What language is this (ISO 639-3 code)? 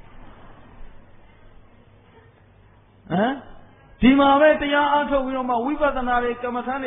mya